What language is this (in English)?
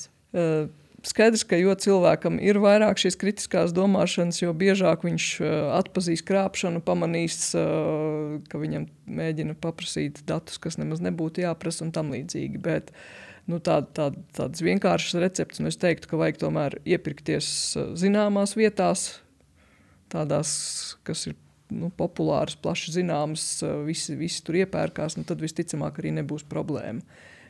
Latvian